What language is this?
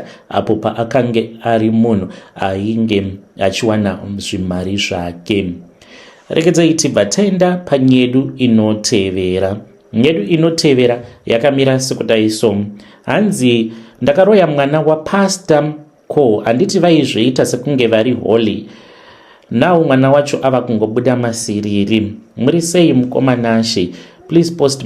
Shona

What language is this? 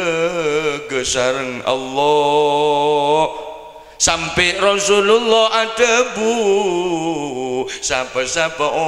Madurese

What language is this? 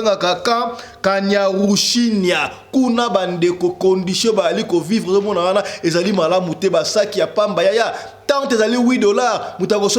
Lingala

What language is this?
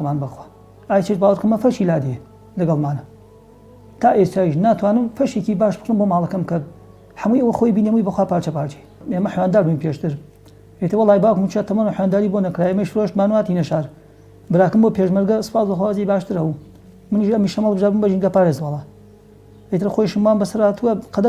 Central Kurdish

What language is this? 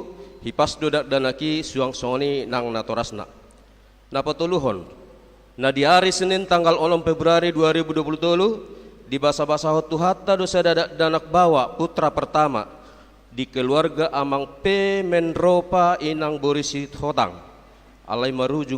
Batak Toba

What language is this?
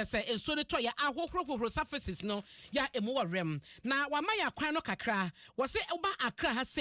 Akan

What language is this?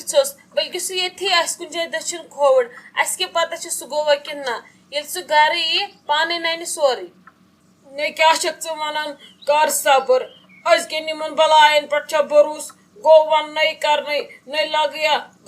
Kashmiri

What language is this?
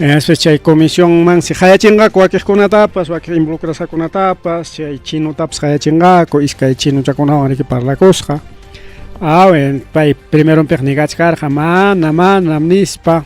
Ayacucho Quechua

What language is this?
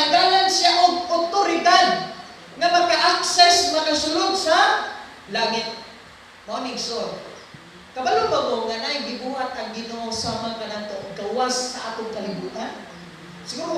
Cebuano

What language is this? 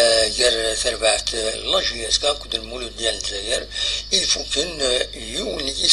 Kabyle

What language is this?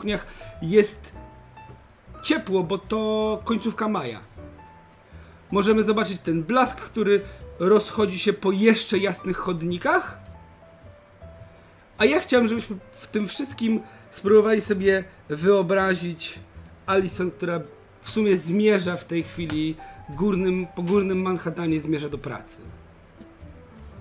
Polish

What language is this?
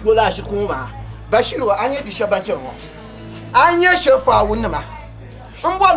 Dagbani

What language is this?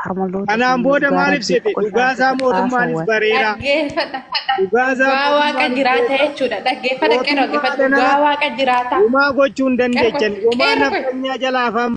Oromo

